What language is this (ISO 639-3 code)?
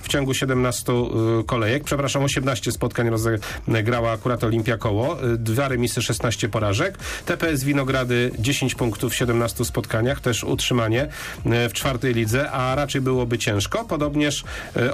pol